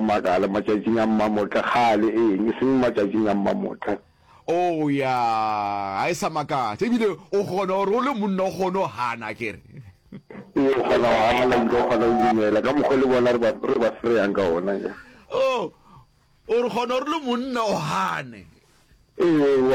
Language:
Northern Sotho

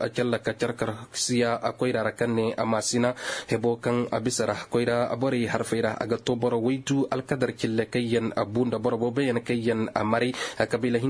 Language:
Koyraboro Senni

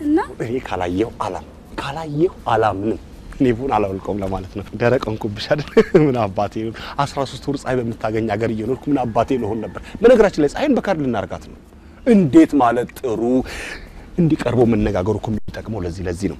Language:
Amharic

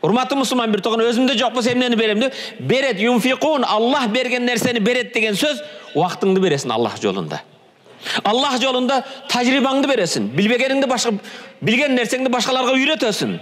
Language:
Kyrgyz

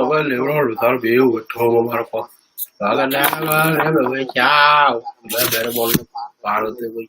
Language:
Nuer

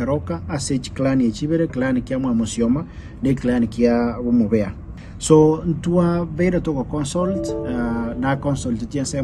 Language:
Gusii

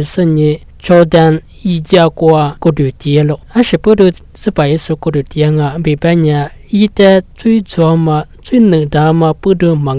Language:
Lisu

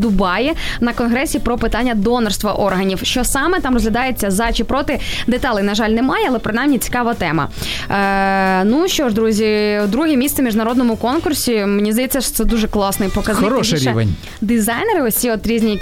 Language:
Ukrainian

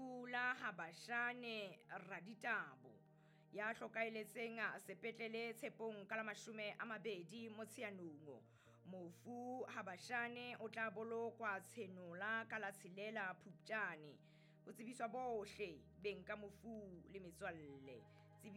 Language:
Southern Sotho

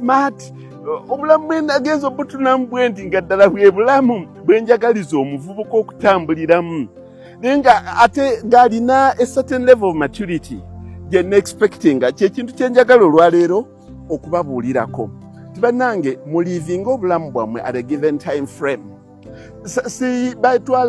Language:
Ganda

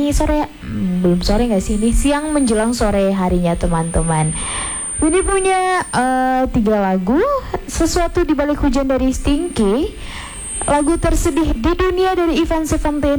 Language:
Indonesian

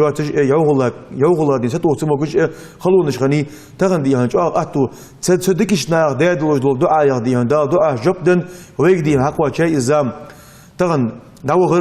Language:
Ingush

